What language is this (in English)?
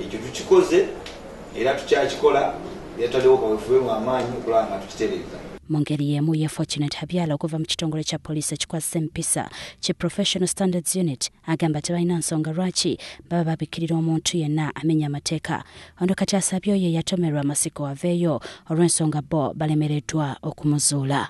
Ganda